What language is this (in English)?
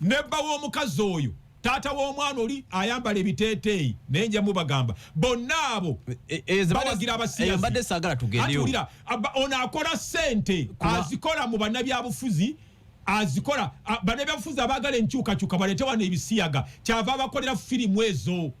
Ganda